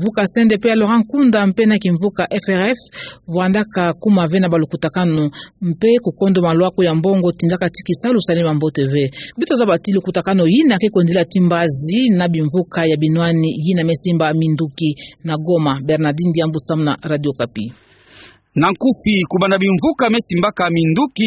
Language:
Kituba (Democratic Republic of Congo)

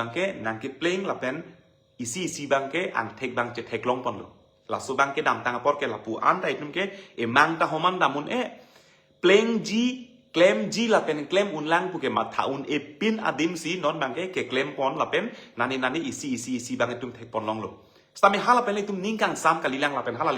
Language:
Karbi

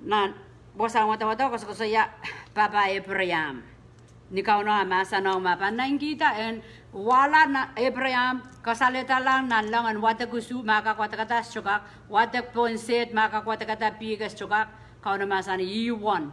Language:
Pohnpeian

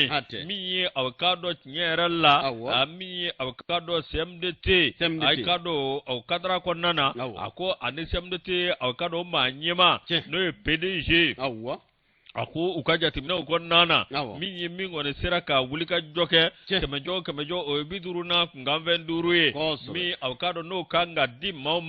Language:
Bambara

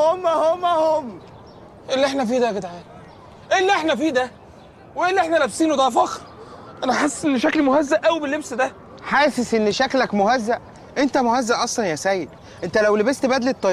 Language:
Egyptian Arabic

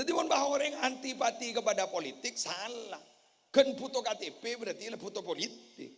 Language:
Madurese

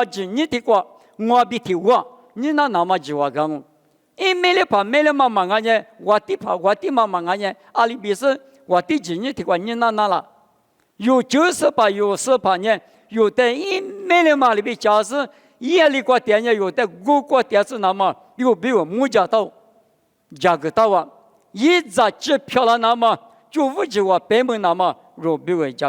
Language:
Lisu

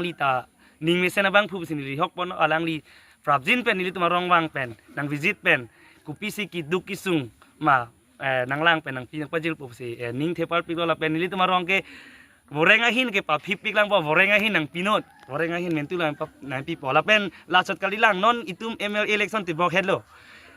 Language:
Karbi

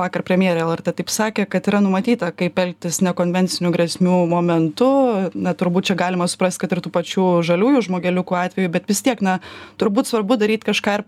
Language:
Lithuanian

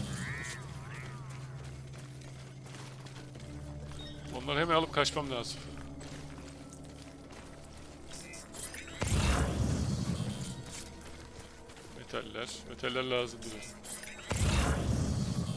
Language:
Turkish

